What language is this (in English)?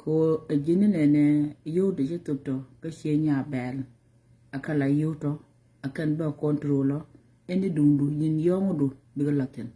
Nuer